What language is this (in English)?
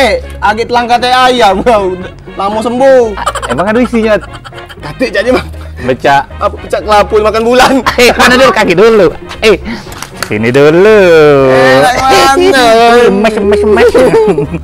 Musi